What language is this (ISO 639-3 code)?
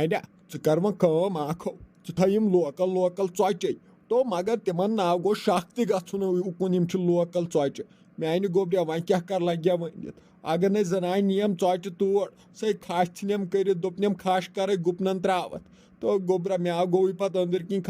kas